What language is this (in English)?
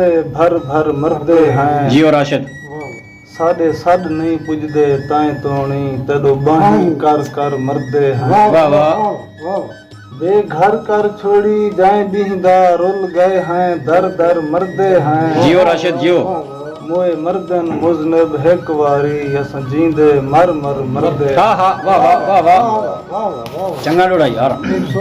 Saraiki